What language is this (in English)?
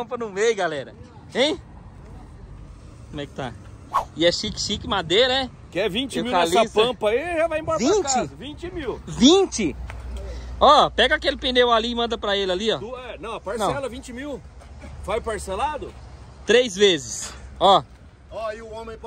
Portuguese